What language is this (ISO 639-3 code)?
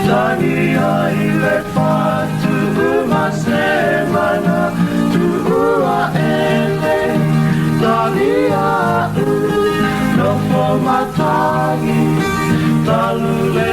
smo